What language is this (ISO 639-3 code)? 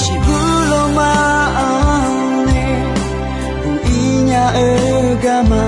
ahk